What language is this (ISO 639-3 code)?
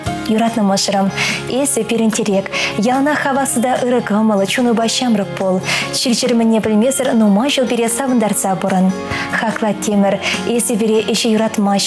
chv